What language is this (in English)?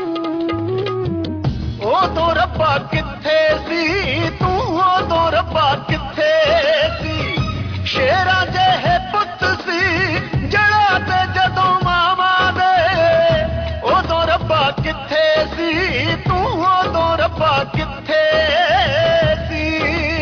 Punjabi